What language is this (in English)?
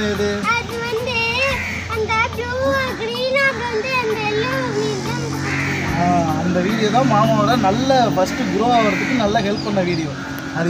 Tamil